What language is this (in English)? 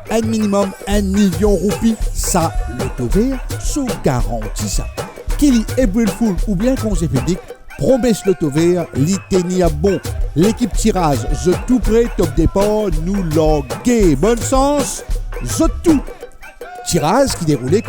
Morisyen